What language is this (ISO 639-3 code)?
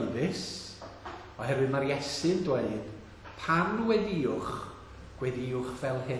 cym